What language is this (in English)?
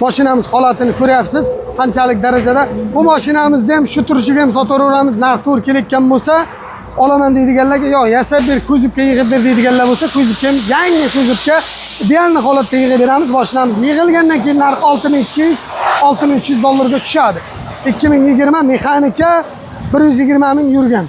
Uzbek